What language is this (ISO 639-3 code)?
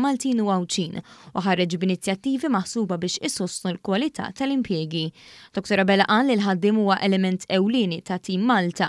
mlt